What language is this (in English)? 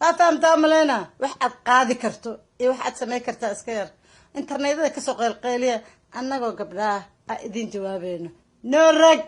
Somali